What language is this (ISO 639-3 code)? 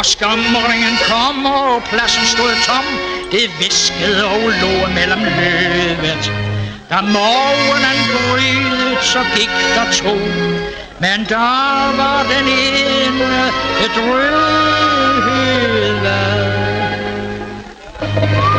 dan